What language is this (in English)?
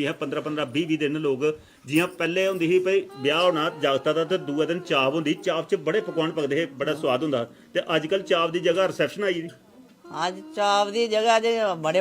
Dogri